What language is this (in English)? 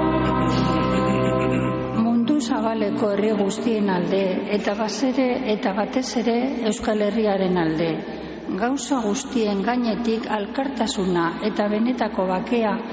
Basque